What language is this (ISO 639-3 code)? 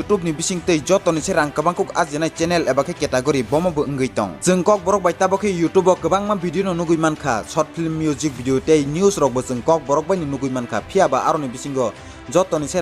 trp